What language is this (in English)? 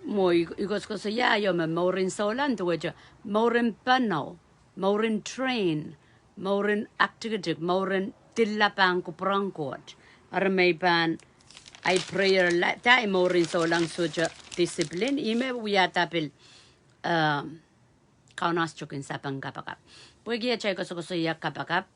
Pohnpeian